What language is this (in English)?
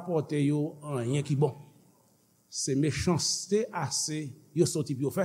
Haitian Creole